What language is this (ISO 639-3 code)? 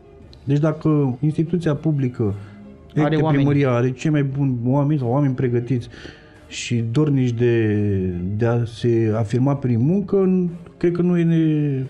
ron